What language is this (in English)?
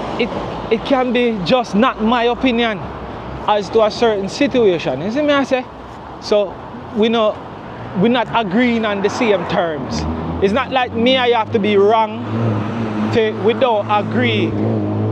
Jamaican Creole English